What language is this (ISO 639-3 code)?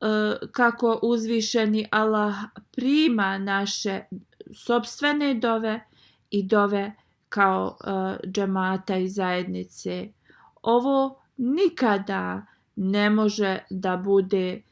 bos